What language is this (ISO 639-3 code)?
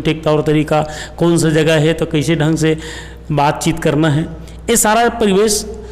hne